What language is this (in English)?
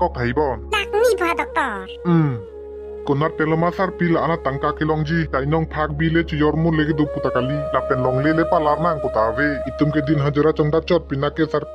Karbi